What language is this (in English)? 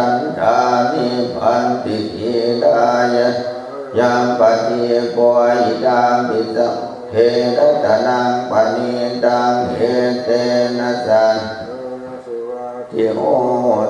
Pali